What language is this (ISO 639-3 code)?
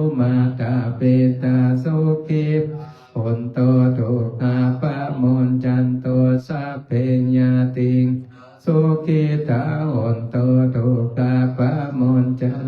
pli